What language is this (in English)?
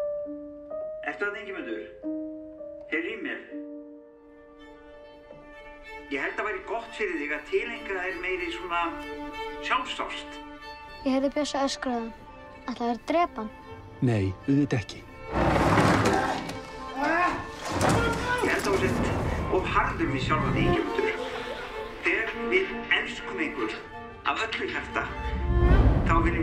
Icelandic